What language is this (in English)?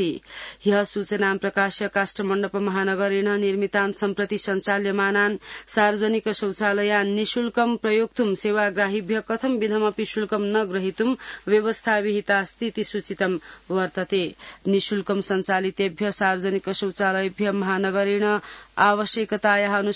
Sanskrit